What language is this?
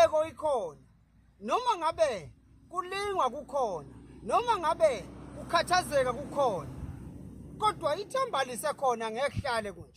Zulu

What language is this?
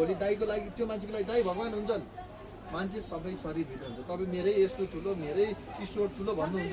Nepali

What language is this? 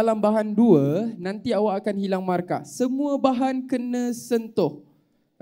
Malay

